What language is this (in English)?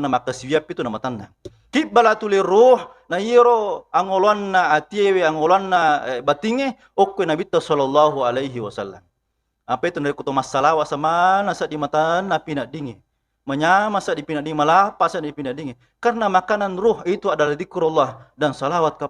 Buginese